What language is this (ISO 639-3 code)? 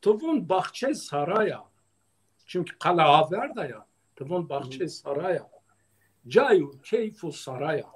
zza